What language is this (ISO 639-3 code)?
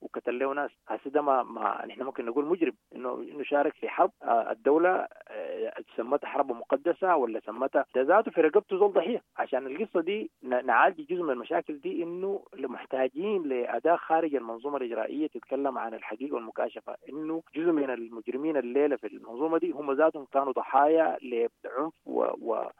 apd